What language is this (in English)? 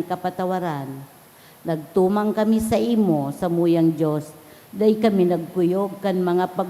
Bikol